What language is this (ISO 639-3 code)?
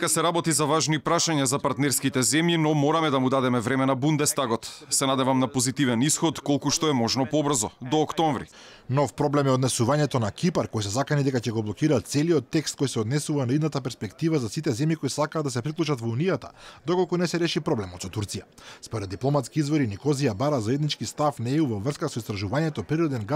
mkd